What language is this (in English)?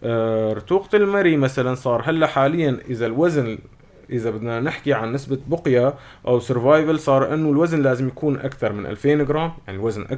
North Levantine Arabic